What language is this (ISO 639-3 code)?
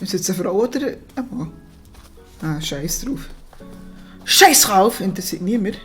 gsw